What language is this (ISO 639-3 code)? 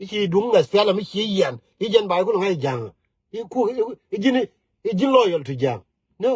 nus